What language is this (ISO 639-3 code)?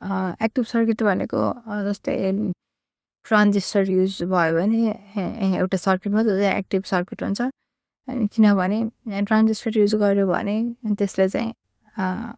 nep